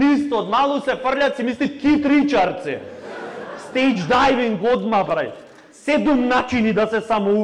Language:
Macedonian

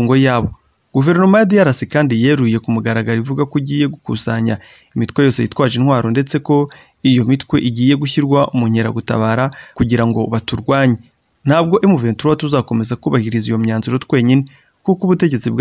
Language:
Kinyarwanda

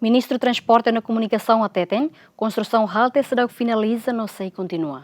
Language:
Tetum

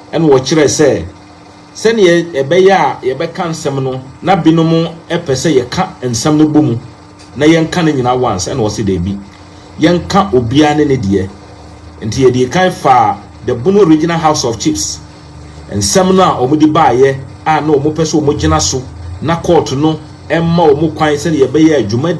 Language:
Akan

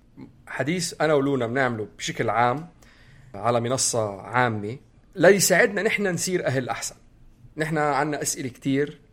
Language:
North Levantine Arabic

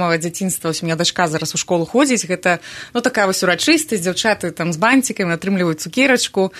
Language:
Belarusian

